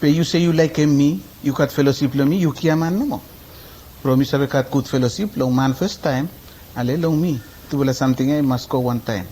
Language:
Bislama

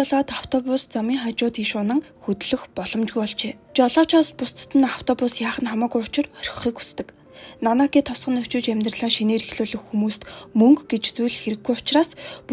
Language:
Mongolian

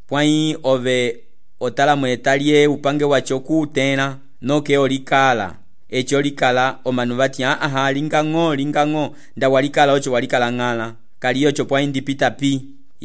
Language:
Umbundu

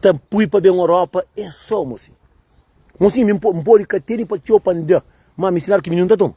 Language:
Kabuverdianu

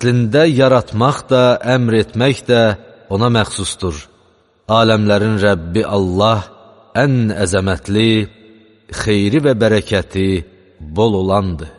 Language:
Azerbaijani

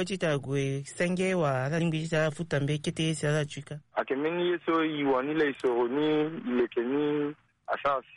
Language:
Sango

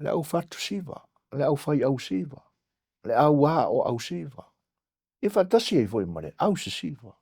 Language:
Samoan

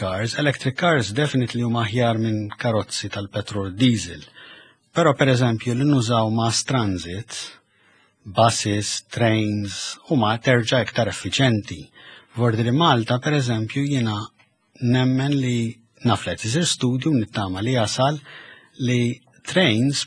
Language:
Maltese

